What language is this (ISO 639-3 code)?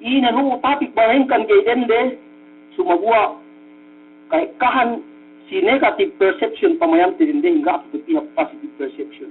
yka